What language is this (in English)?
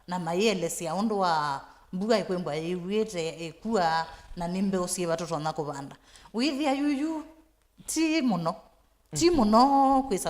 Kamba